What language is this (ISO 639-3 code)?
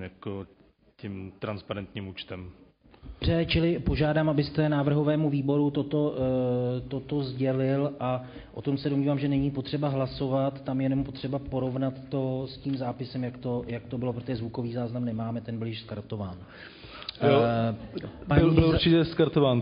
ces